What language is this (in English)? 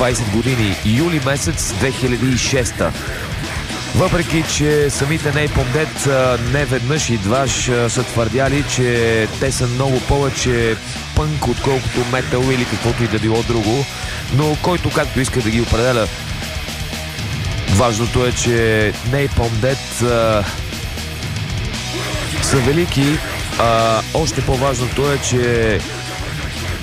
Bulgarian